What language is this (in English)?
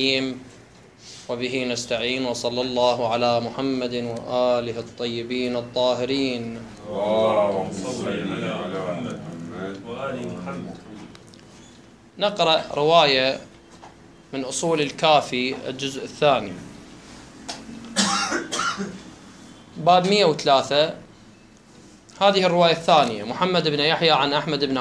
Arabic